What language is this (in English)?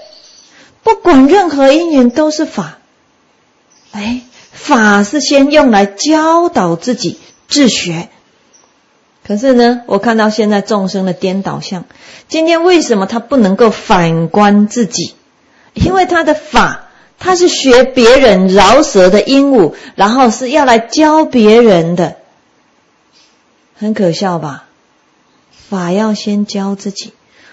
Chinese